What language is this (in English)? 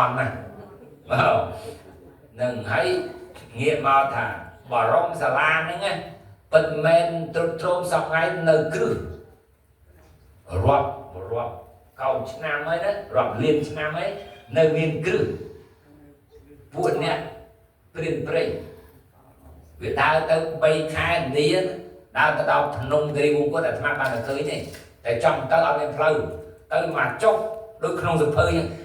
Khmer